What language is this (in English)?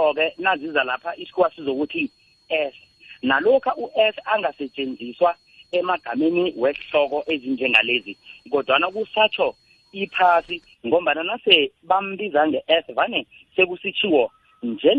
South Ndebele